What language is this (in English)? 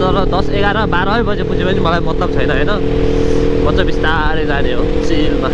Nepali